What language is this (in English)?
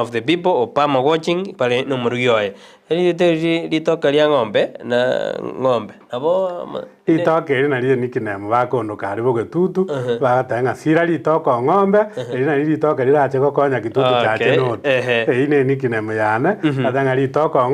Gusii